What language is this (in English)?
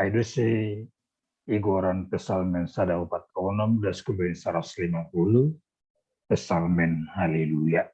Batak Simalungun